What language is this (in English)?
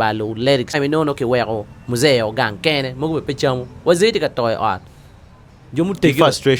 Acoli